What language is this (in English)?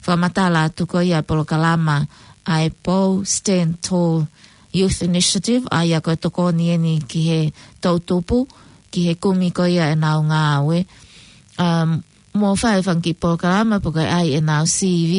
Tongan